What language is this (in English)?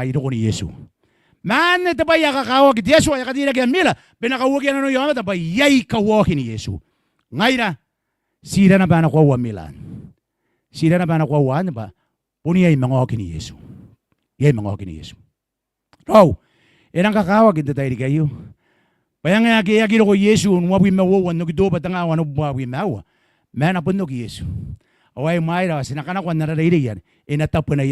Gilbertese